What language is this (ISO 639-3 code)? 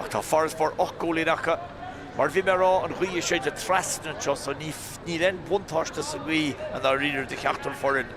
gle